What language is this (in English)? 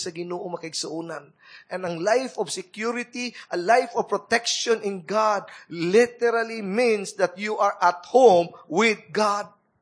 Cebuano